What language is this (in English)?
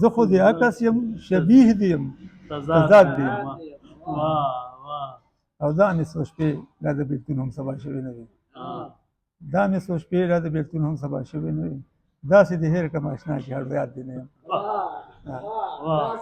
Pashto